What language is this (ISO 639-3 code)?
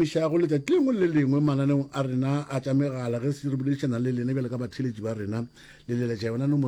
nso